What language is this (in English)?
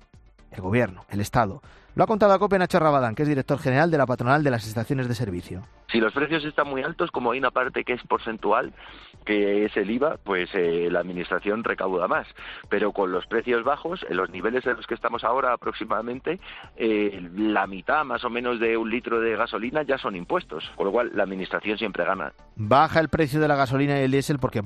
Spanish